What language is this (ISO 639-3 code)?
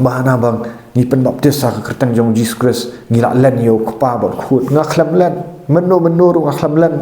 kha